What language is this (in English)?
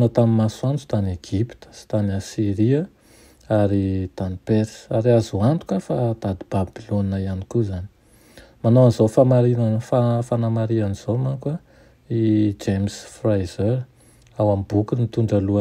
Malagasy